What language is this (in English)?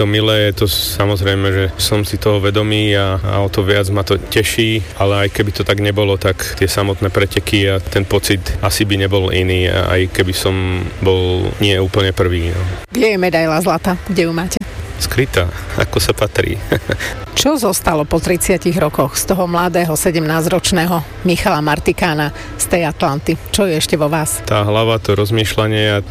Slovak